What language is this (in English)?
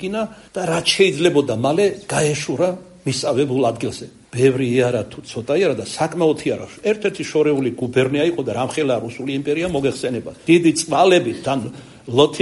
Georgian